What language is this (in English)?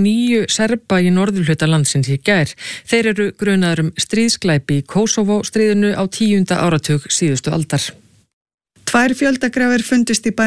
Icelandic